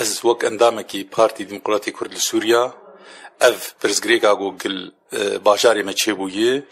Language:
Kurdish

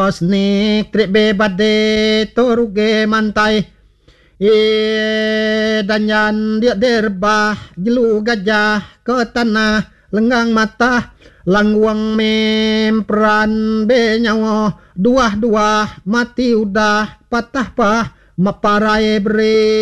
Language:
Iban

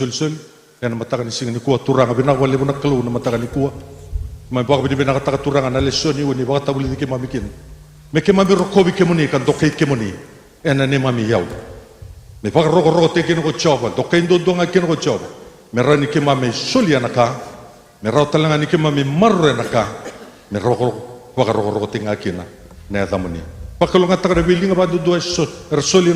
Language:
Fijian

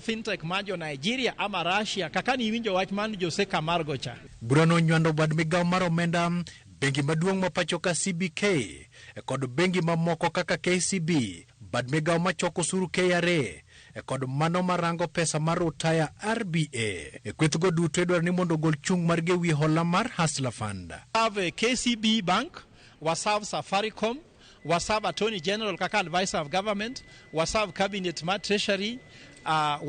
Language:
Luo (Kenya and Tanzania)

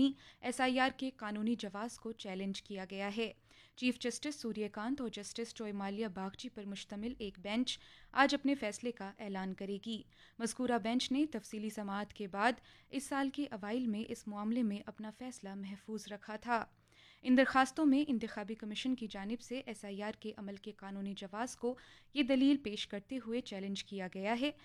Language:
Urdu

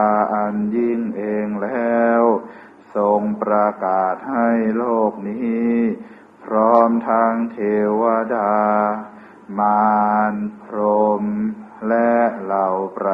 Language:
Thai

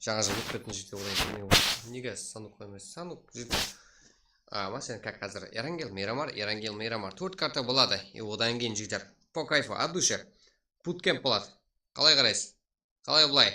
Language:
Kara-Kalpak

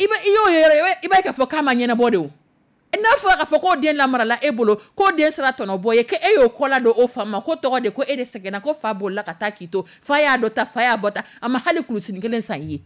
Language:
Dyula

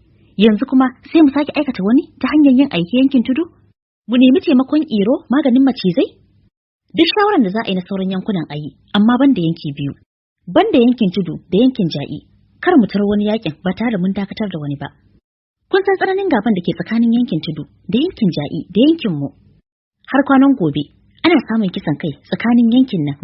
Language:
Hausa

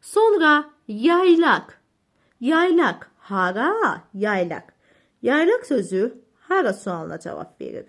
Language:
Azerbaijani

